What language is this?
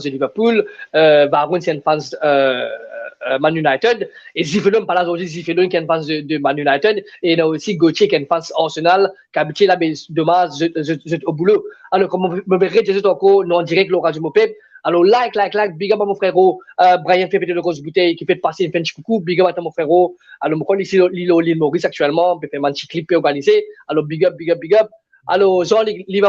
Morisyen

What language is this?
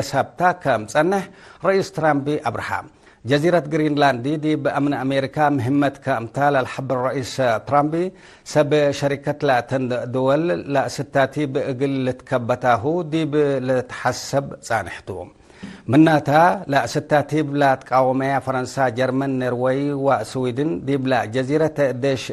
Tigre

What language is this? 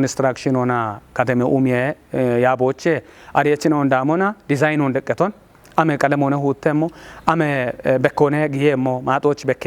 Kafa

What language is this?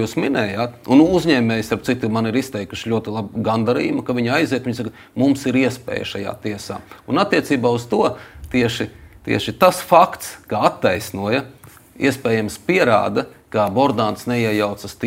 Latvian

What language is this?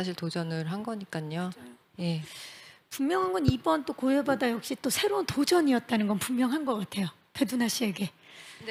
Korean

